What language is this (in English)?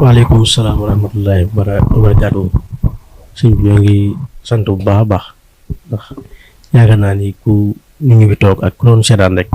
Wolof